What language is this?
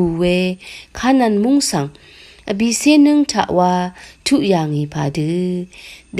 Rawang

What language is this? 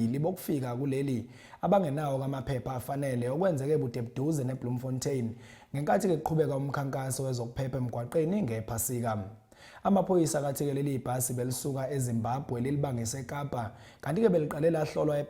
Zulu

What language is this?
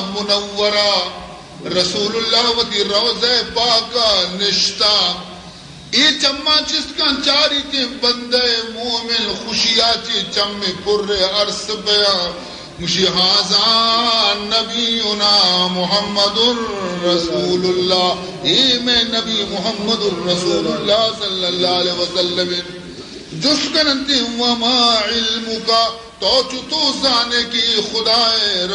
Baluchi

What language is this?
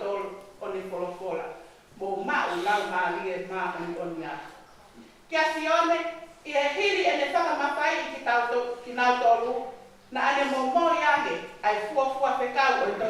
Tongan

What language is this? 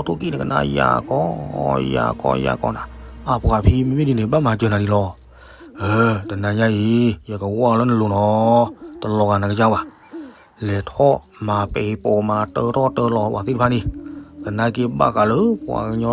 S'gaw Karen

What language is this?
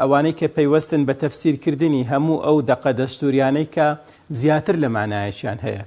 Central Kurdish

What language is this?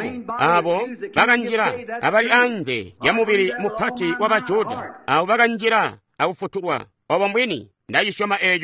Tonga (Zambia)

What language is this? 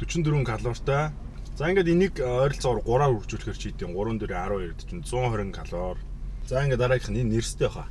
Mongolian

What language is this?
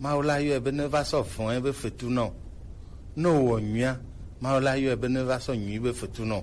Gen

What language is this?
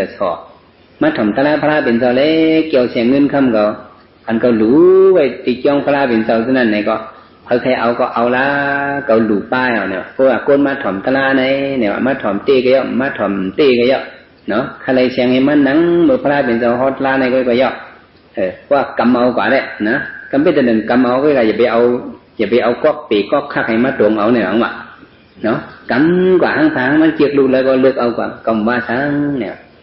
Shan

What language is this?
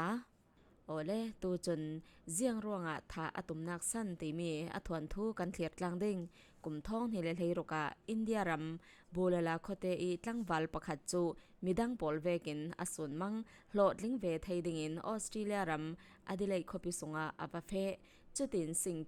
Falam Chin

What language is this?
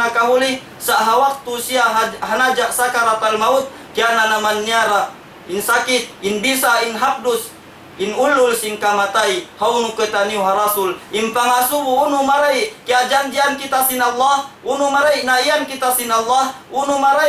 Tausug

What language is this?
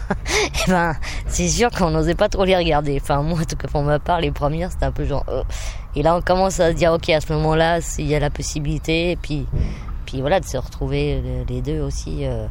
French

